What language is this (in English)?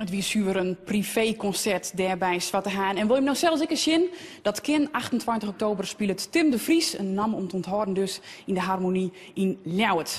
Western Frisian